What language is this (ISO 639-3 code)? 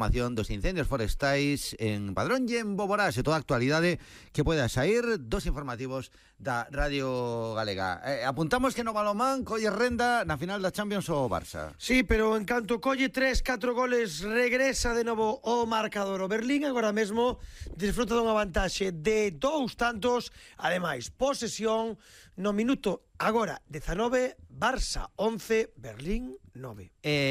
glg